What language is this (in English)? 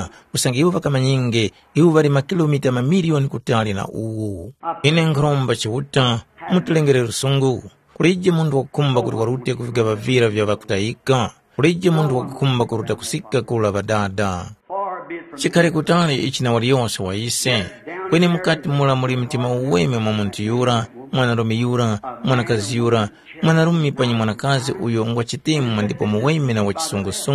Tumbuka